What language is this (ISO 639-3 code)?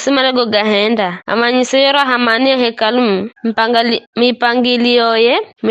nyf